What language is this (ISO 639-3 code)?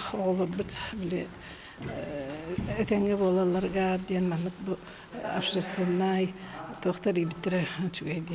sah